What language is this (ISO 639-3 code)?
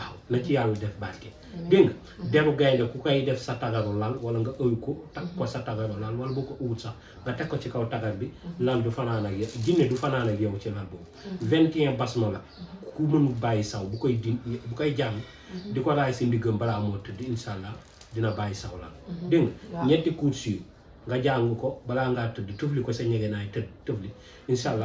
wol